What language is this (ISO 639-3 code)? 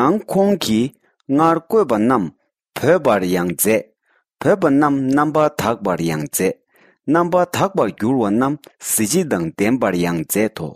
bod